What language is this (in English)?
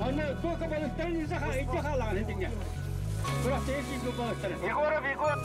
Yakut